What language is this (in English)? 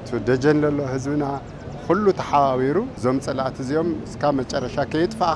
Tigrinya